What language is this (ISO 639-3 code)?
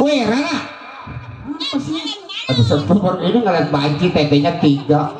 bew